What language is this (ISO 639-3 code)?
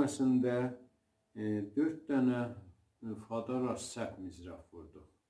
azb